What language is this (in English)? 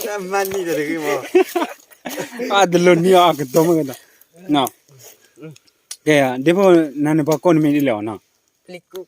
S'gaw Karen